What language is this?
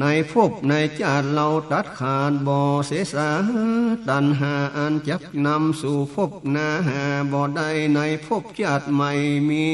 Northern Thai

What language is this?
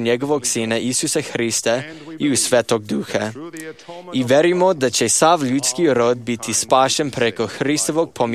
Serbian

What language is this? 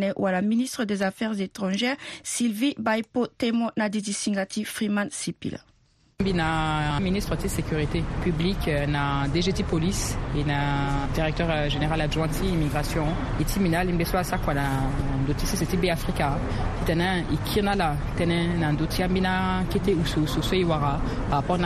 Sango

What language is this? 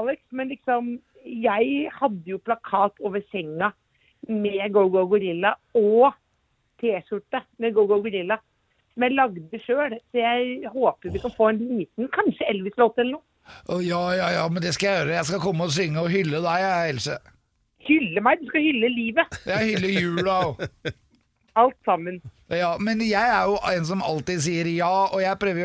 Norwegian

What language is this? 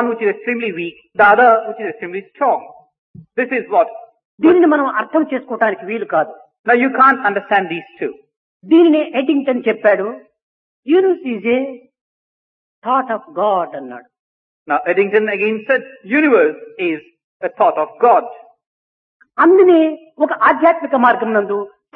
Telugu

